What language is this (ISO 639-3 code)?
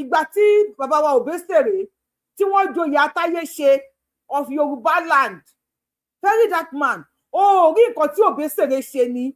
yor